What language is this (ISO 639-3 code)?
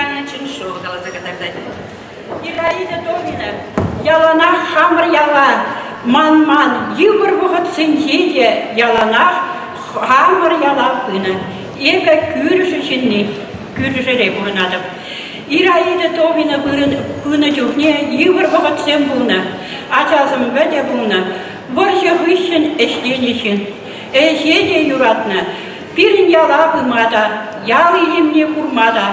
chv